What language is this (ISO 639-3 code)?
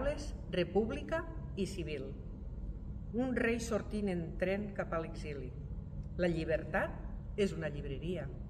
cat